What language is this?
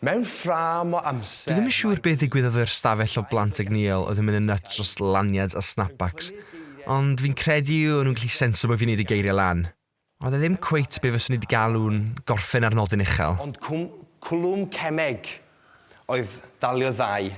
Welsh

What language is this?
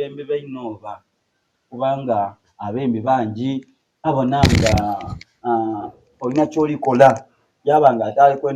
Soga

